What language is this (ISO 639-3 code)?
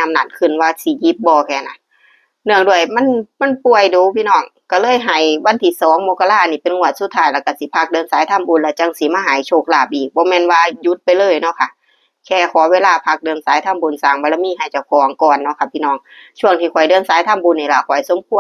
tts